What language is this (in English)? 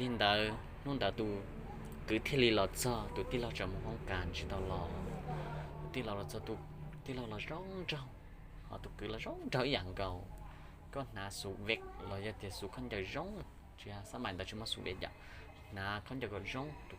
Hmong